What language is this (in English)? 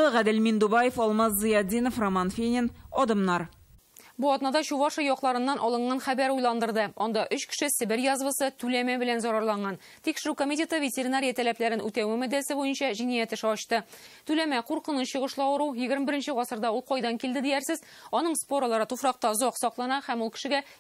Tatar